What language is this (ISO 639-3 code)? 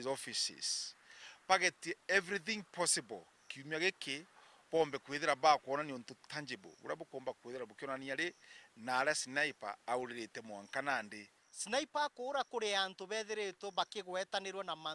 mer